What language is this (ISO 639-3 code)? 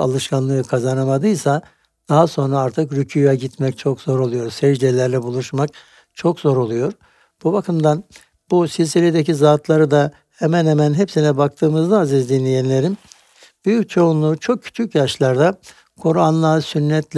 tur